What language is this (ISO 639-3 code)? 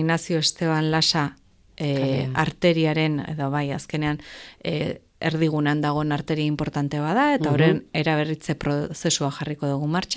eus